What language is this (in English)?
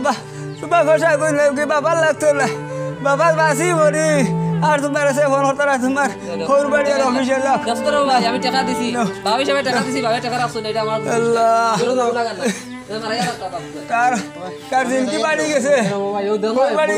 Sylheti